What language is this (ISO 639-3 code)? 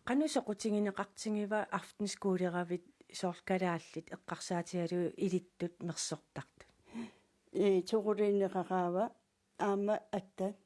kal